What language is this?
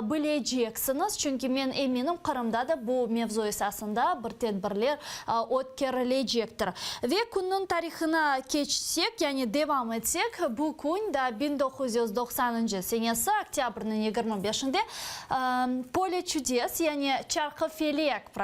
Crimean Tatar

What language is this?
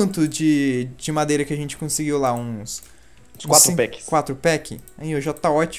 Portuguese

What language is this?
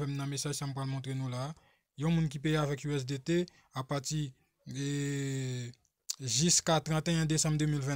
Haitian Creole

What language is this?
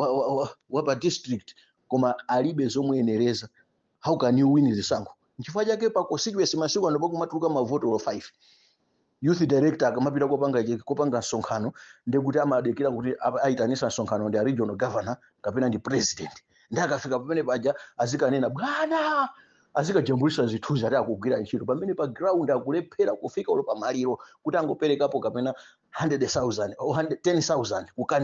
Nyanja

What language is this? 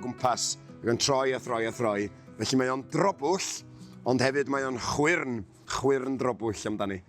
Welsh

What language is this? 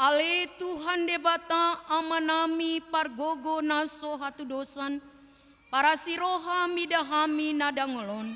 Batak Toba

